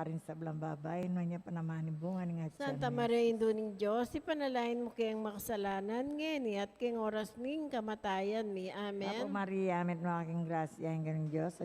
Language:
Pampanga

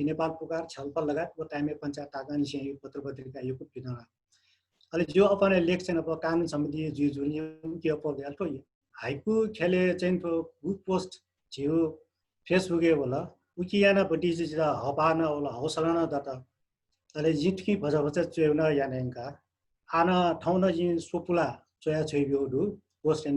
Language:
Newari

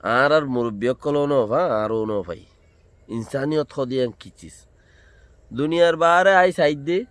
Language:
Rohingya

